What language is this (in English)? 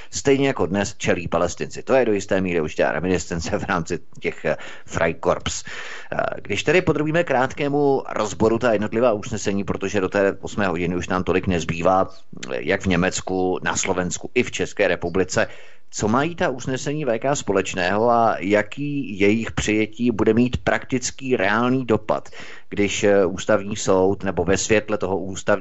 Czech